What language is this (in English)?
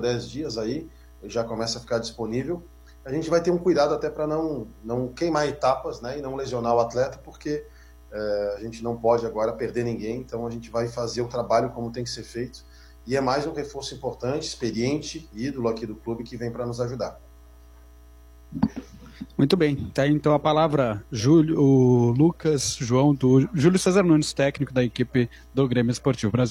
Portuguese